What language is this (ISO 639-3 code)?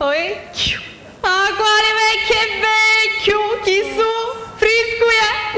scn